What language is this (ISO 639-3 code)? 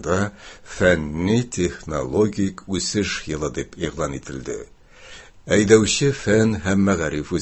tat